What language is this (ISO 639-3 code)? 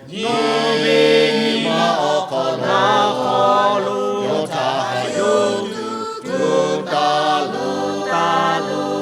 lhu